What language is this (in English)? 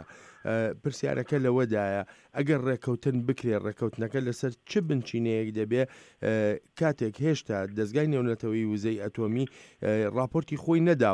Central Kurdish